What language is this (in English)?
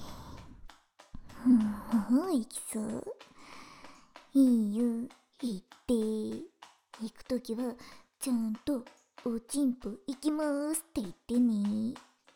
Japanese